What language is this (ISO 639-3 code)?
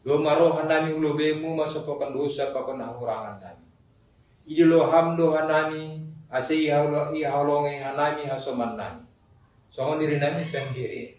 bts